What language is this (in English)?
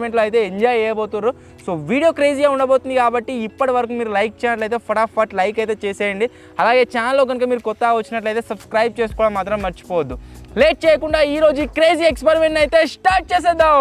Telugu